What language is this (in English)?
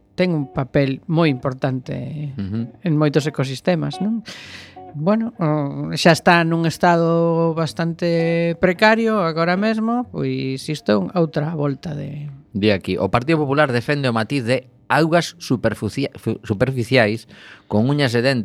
Galician